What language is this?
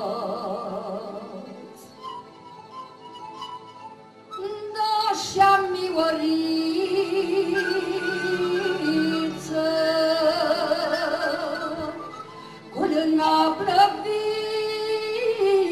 Romanian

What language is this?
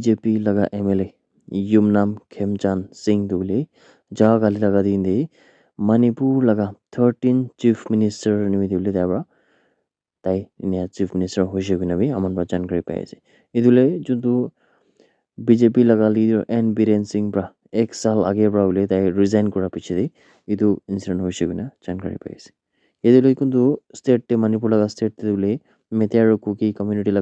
Naga Pidgin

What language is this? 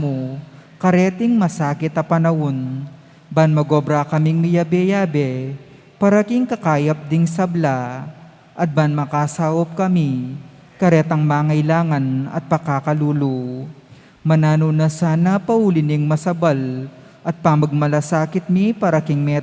Pampanga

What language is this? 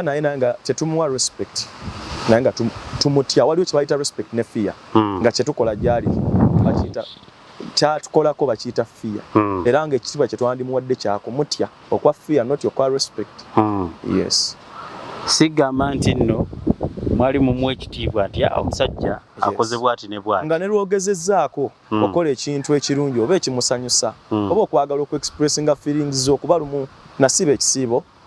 Ganda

